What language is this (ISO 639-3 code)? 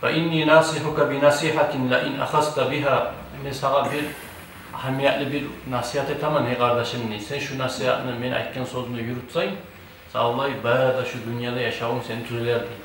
kum